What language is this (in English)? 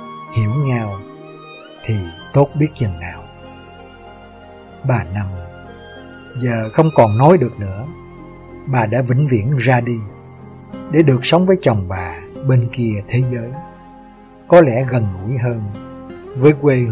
Vietnamese